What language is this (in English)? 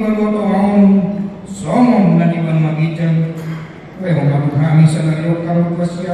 Batak Toba